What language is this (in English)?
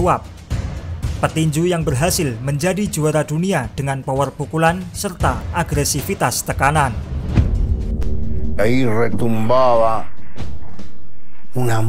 Indonesian